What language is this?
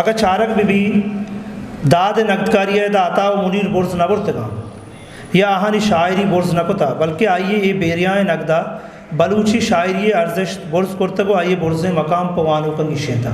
Eastern Balochi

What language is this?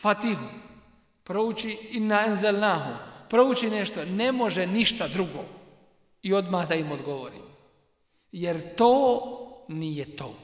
Bosnian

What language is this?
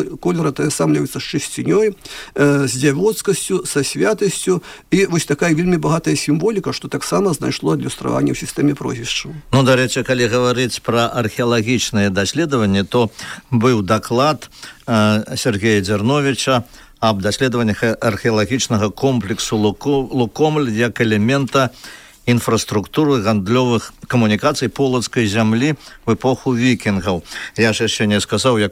Belarusian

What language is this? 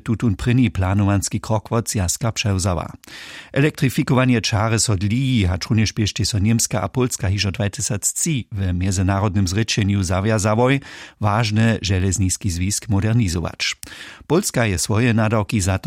Upper Sorbian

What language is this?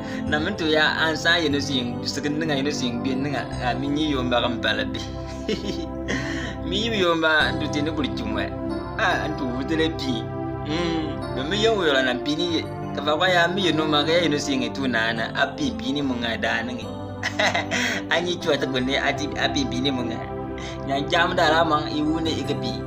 Bimoba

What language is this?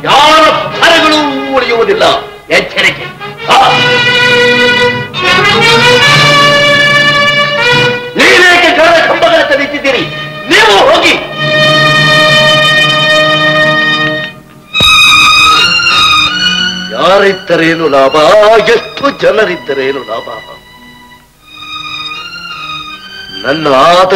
Kannada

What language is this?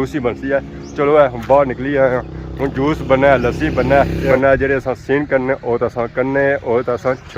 Pahari-Potwari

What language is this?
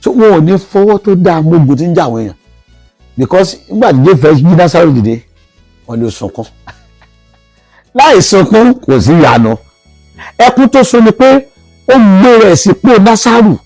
Yoruba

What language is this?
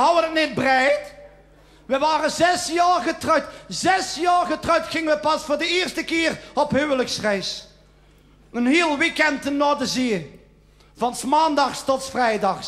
Limburgish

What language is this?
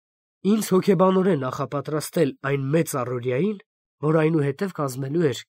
Armenian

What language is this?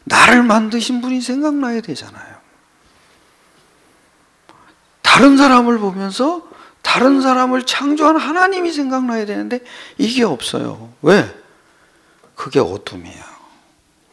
Korean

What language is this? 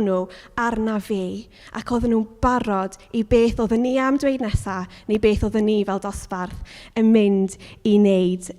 Welsh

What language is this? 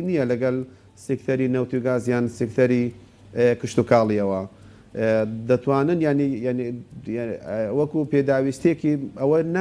Central Kurdish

